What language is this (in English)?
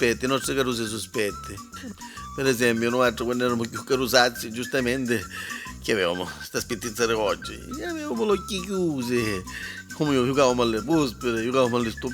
Neapolitan